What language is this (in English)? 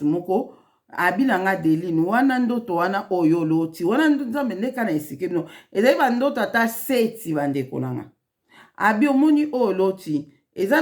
Lingala